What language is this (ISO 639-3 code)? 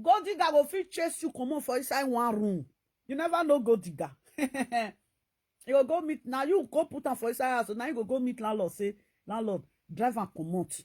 pcm